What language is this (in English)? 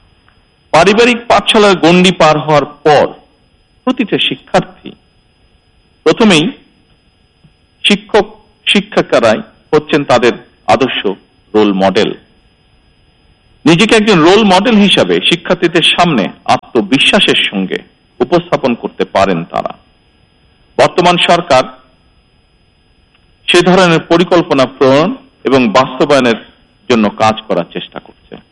Bangla